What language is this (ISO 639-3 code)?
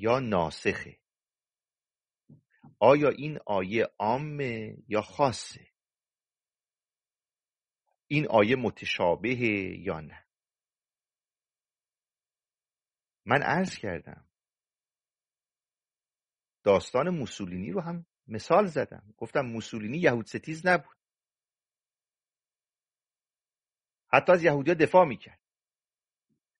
fas